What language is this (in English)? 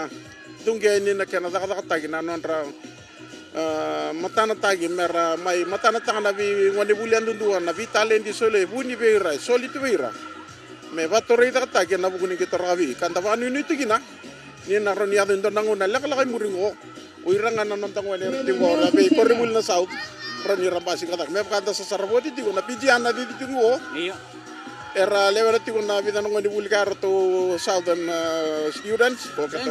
Fijian